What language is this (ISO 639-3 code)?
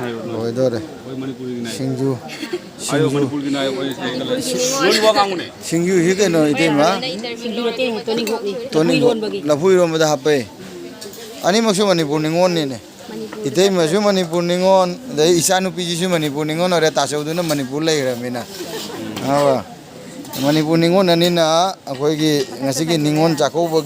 mni